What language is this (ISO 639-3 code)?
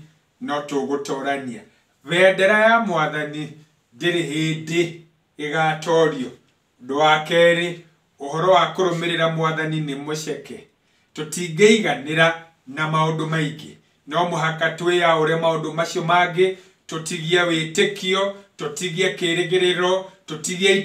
kik